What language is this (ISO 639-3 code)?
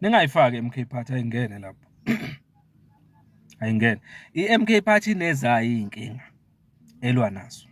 zul